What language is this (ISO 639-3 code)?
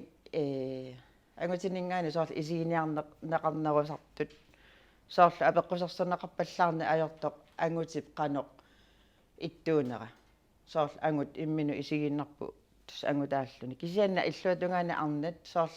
kal